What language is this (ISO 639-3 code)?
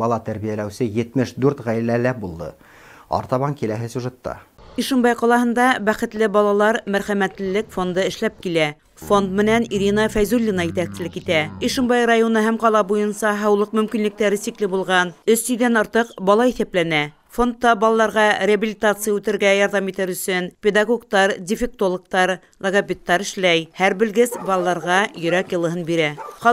bak